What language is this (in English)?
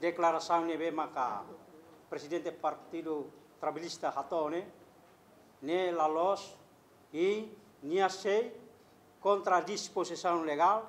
Tetum